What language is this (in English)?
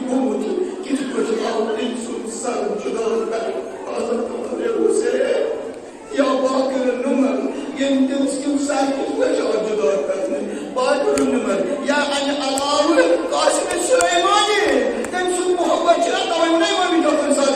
Kashmiri